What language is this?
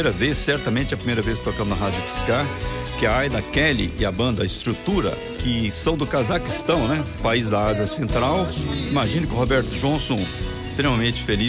Portuguese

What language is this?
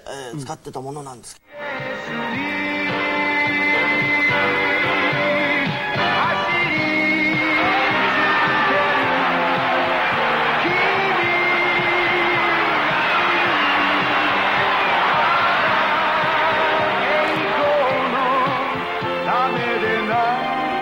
Japanese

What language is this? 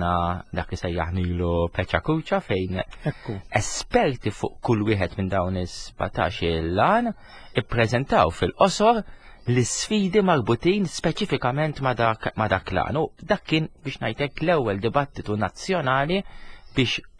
Maltese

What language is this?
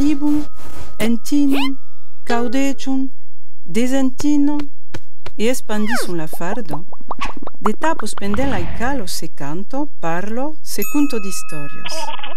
Occitan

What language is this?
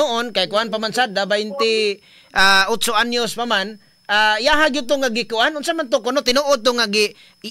Cebuano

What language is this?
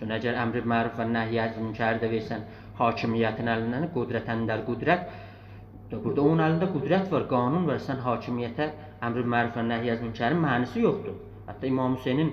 South Azerbaijani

